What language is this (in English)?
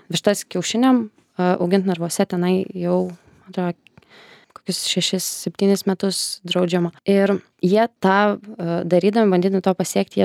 Lithuanian